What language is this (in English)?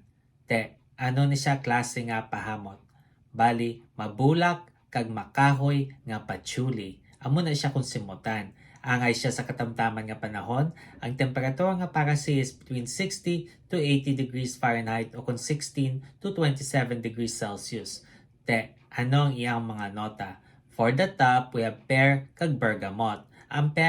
Hiligaynon